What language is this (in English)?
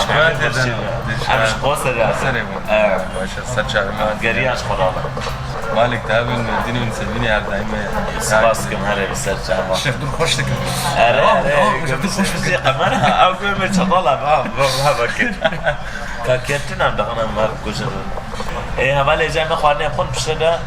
Kurdish